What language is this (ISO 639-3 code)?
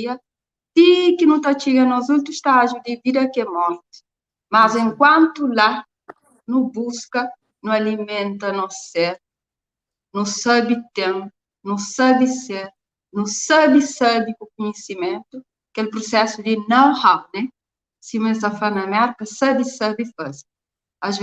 kea